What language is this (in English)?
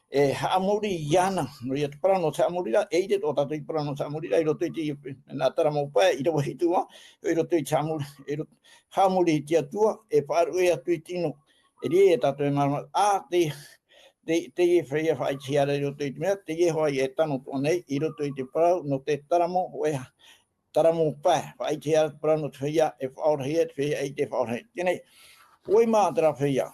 Tahitian